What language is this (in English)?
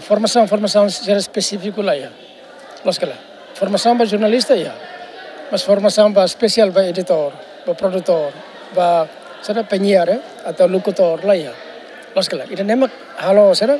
Tetum